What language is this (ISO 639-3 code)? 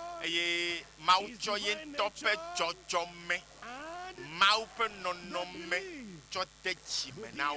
ewe